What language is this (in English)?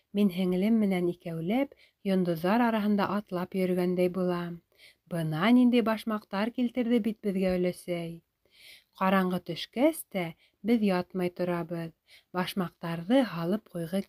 Bashkir